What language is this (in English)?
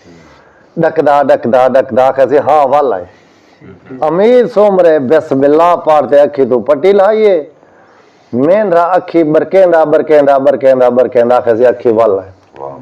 Saraiki